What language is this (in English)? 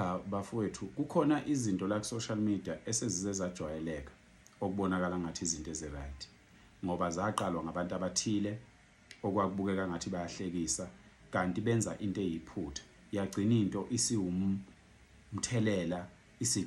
Zulu